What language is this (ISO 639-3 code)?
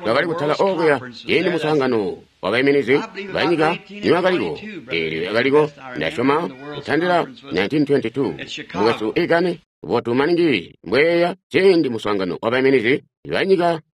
toi